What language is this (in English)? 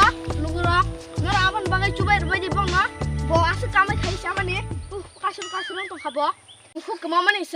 Kok Borok